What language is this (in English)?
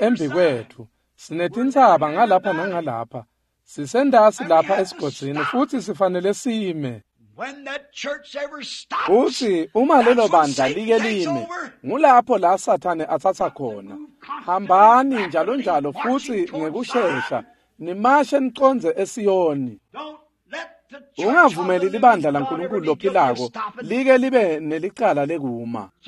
Swati